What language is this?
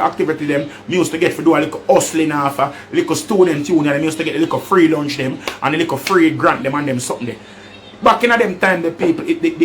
Jamaican Creole English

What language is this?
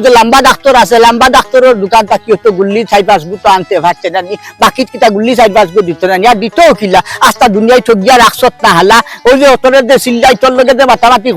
Sylheti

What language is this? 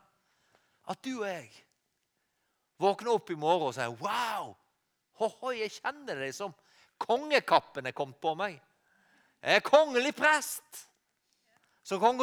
Norwegian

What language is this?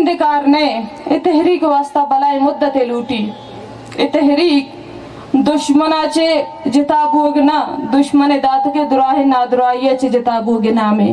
Baluchi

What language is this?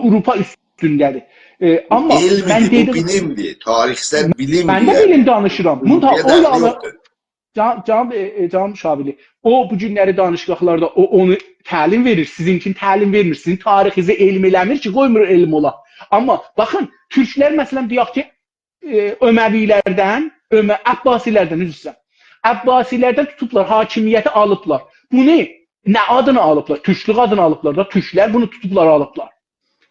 South Azerbaijani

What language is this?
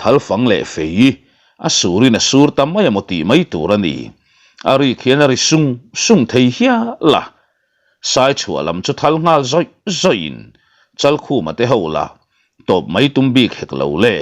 Mizo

